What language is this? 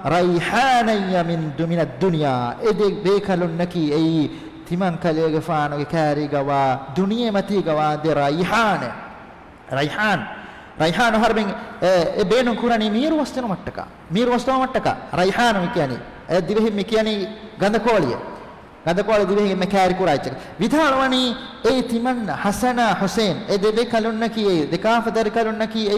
Divehi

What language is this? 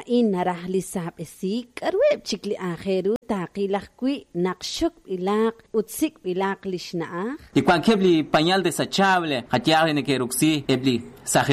Kekchí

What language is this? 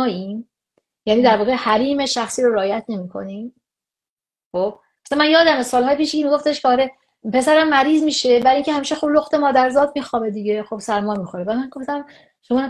Persian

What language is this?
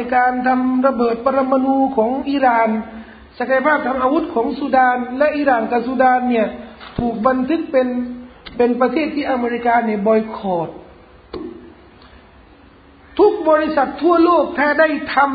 Thai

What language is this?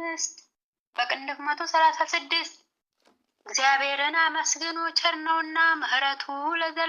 Amharic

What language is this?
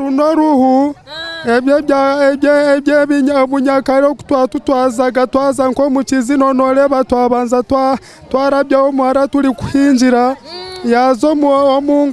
Nyankole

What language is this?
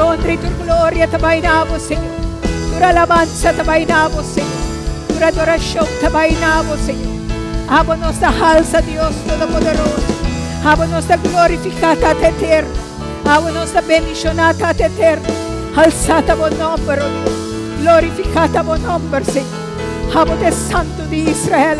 Papiamento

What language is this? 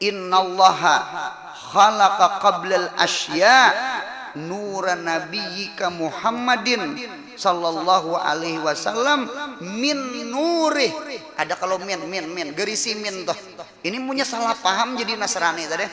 Banjar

